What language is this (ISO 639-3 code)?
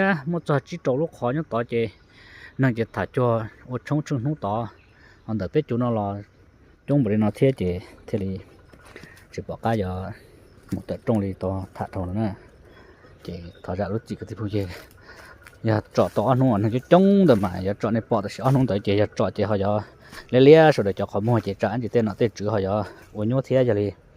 hmn